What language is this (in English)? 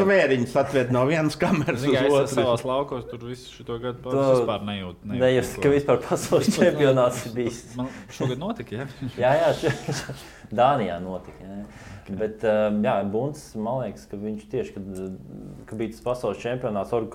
Latvian